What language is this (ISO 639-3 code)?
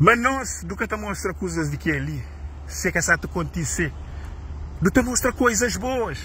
kea